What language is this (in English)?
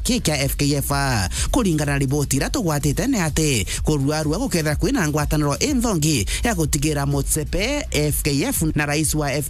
Meru